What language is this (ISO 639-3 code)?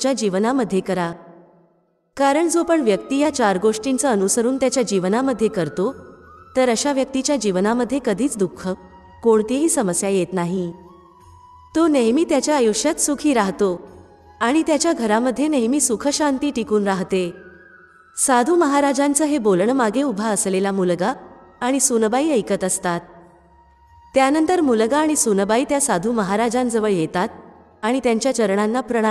mar